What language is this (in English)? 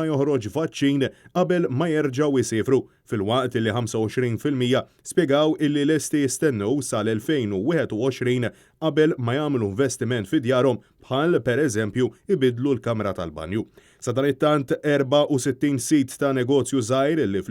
Maltese